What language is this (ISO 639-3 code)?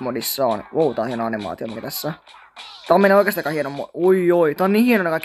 fin